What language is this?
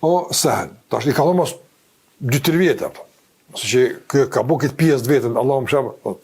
Albanian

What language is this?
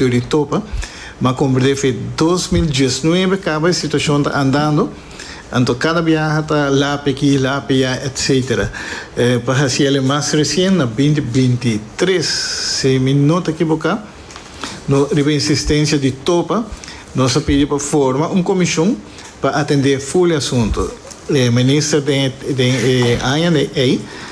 Papiamento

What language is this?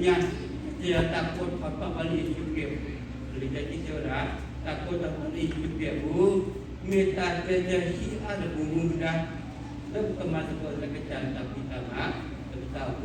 S'gaw Karen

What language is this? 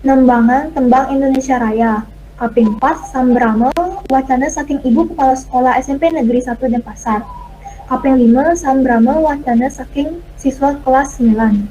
Balinese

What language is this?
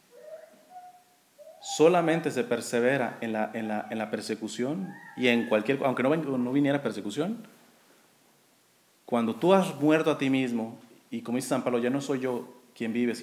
Spanish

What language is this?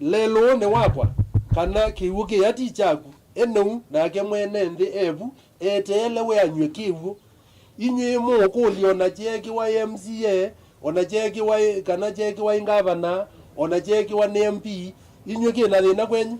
Kamba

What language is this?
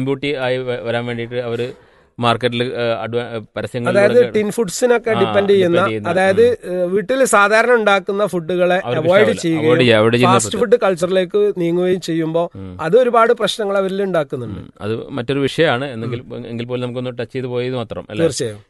Malayalam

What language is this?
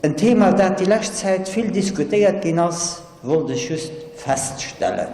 Luxembourgish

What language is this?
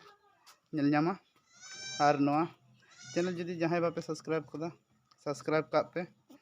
Santali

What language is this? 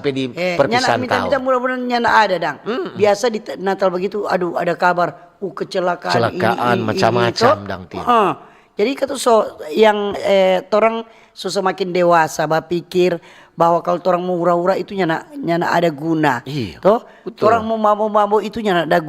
Manado Malay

